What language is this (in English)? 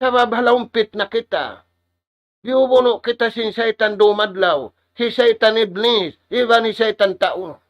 Tausug